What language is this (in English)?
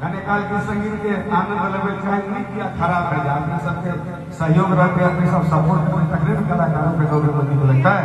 Maithili